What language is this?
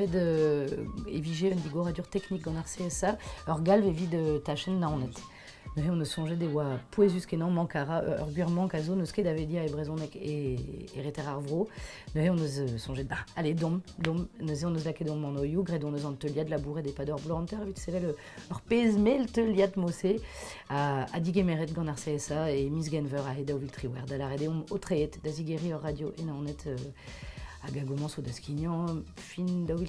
Breton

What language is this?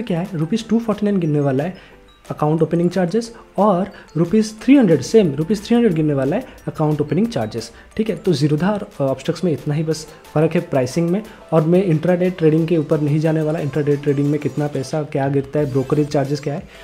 Hindi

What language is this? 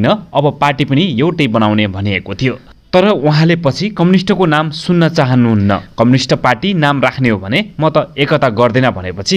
Nepali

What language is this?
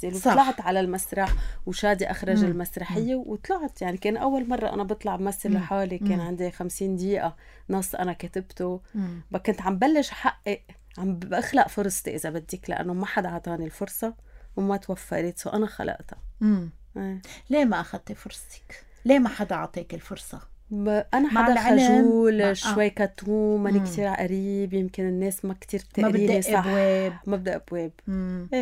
North Levantine Arabic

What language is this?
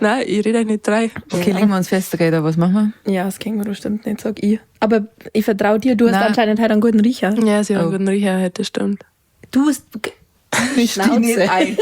Bavarian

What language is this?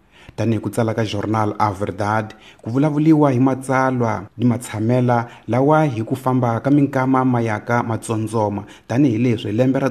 Tsonga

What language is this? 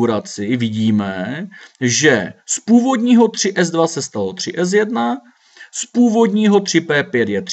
Czech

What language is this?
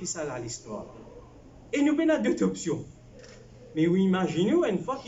Morisyen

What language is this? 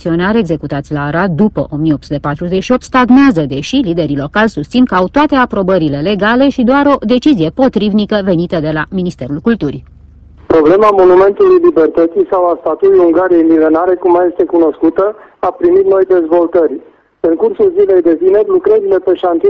Romanian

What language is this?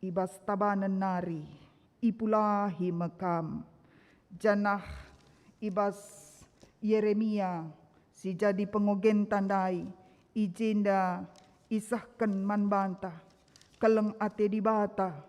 Batak Karo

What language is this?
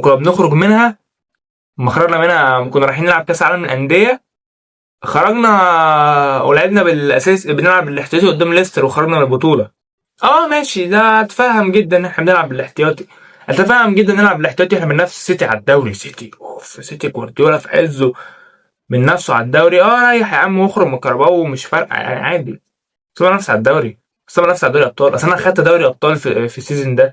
Egyptian Arabic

